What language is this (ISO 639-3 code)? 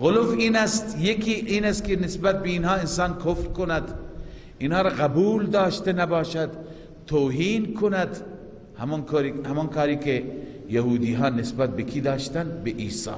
fas